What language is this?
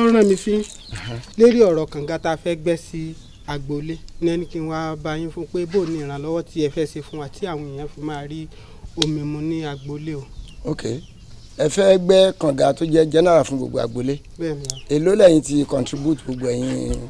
Yoruba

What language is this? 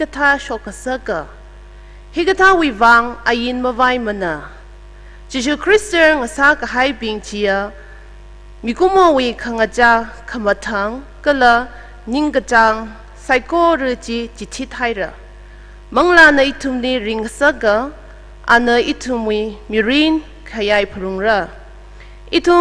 Tangkhul Naga (India)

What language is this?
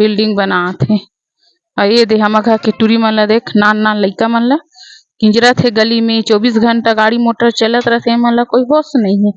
Chhattisgarhi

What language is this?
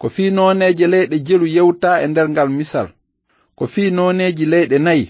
Fula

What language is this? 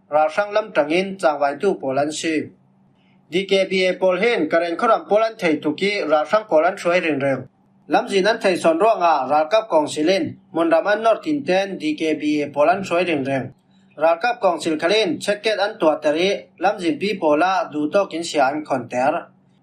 Falam Chin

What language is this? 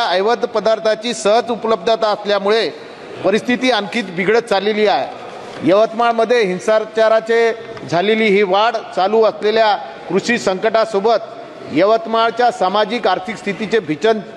Marathi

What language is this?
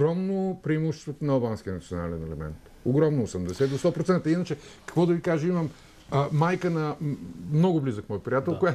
Bulgarian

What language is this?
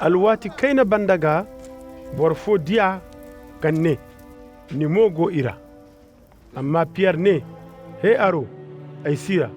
Koyraboro Senni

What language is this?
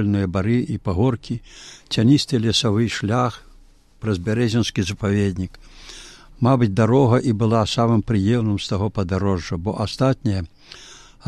Belarusian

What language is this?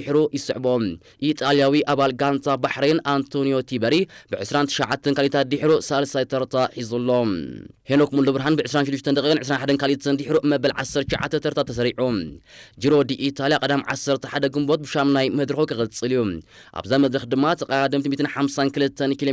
Tigrinya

